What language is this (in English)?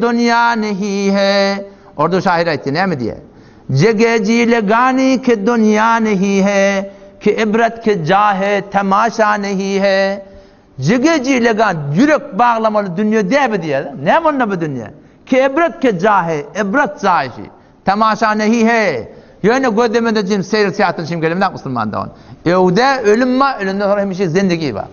Turkmen